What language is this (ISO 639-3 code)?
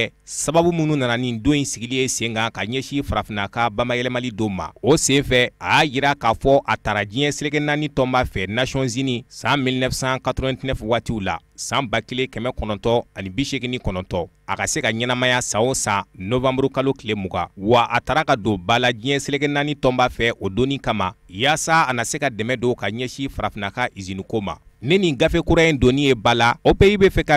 bam